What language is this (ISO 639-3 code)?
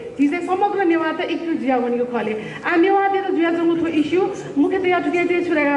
new